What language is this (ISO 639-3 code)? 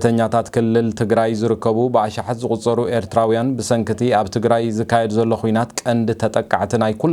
tir